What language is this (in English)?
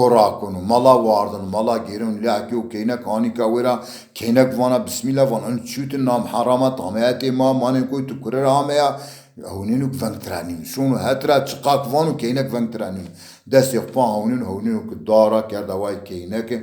Zaza